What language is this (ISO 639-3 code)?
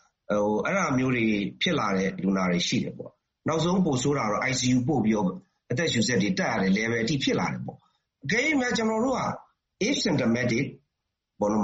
mya